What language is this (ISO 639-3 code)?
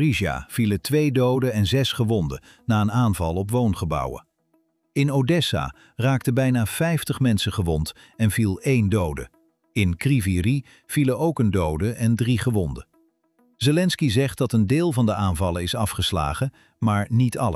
nld